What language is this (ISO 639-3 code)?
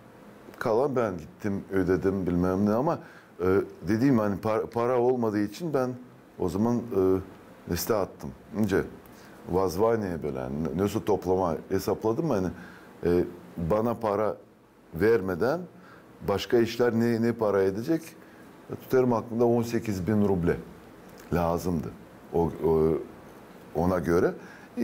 gag